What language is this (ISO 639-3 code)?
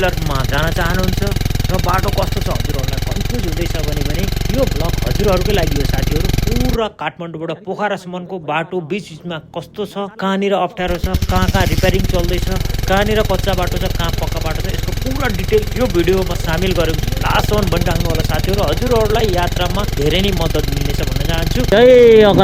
nep